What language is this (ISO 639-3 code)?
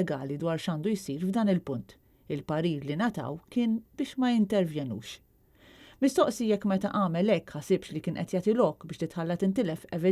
mlt